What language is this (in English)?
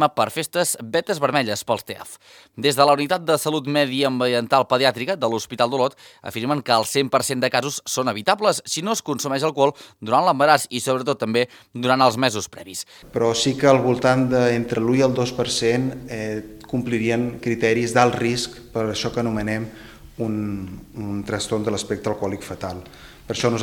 Catalan